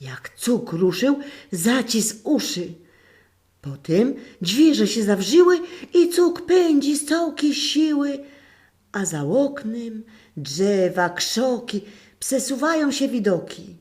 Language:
Silesian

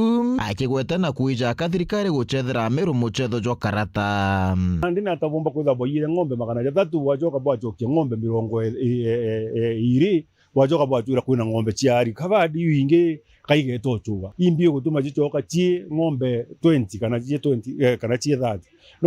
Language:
Meru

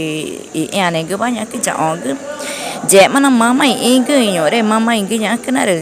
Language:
Ticuna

